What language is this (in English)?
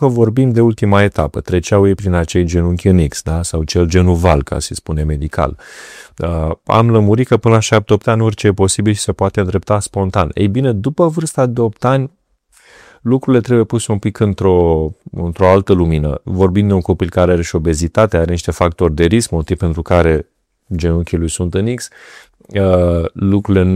Romanian